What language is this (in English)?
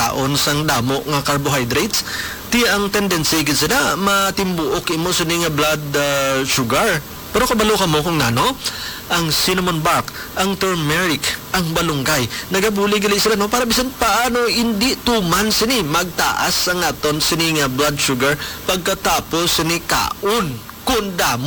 Hiligaynon